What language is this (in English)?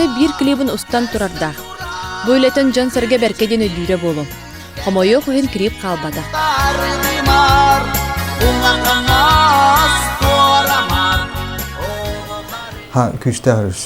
Yakut